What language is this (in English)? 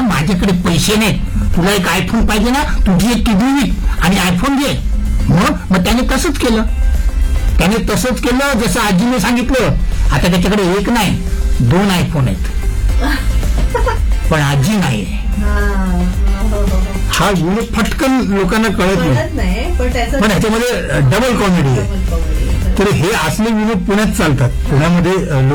Marathi